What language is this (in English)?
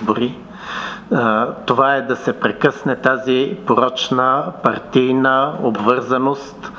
Bulgarian